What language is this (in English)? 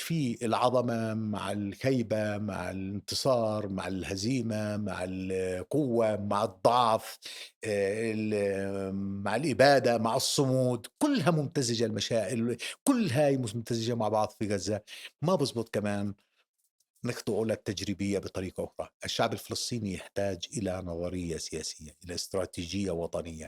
North Levantine Arabic